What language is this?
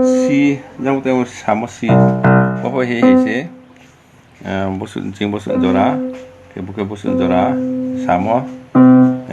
Riang (India)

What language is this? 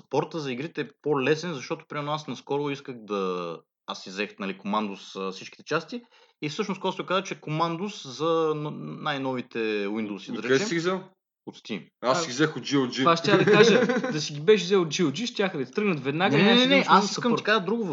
Bulgarian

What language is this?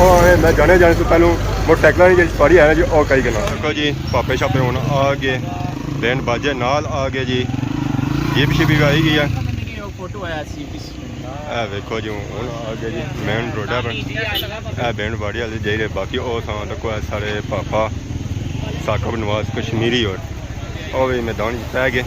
Pahari-Potwari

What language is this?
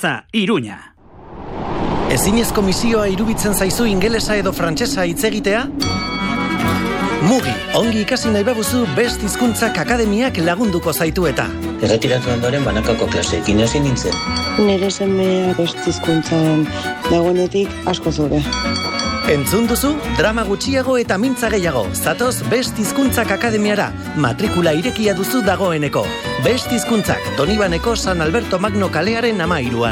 Basque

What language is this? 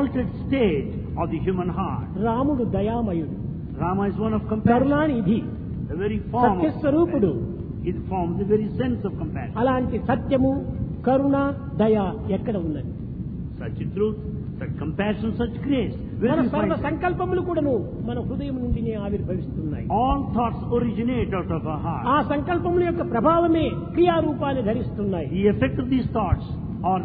Telugu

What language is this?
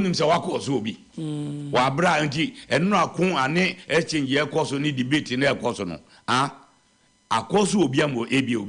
Akan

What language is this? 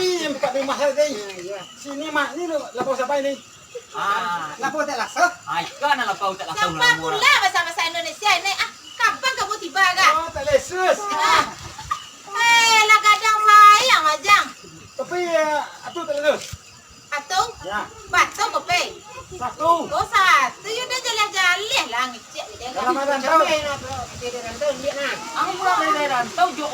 Minangkabau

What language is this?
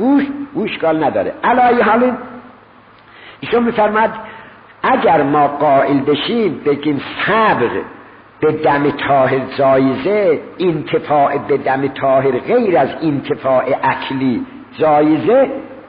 Persian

